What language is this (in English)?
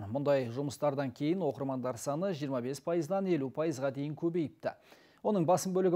Kazakh